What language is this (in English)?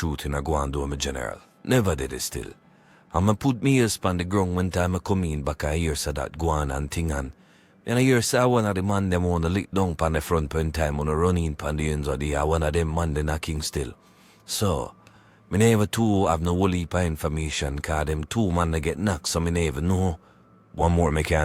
Jamaican Creole English